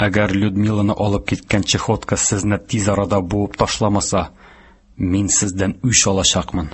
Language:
Tatar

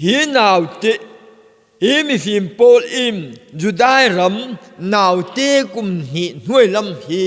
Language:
Falam Chin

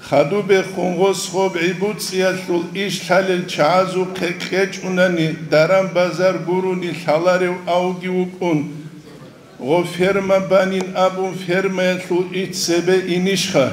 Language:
Avaric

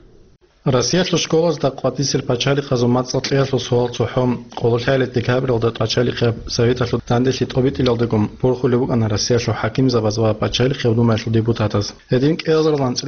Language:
Avaric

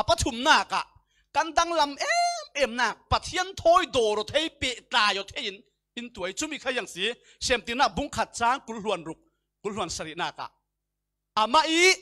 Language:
Falam Chin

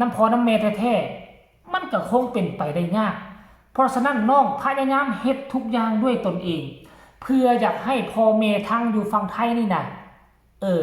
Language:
Northeastern Thai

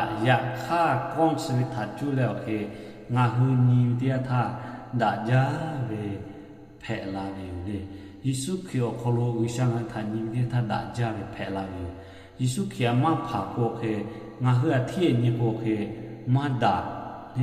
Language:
Lahu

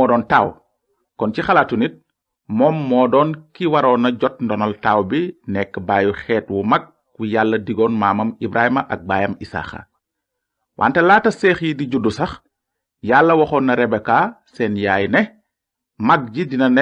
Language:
Wolof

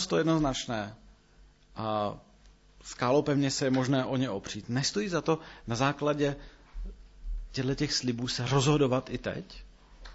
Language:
Czech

